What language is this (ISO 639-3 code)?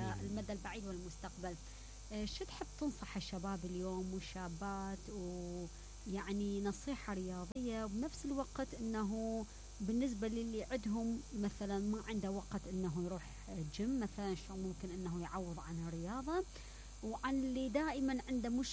acm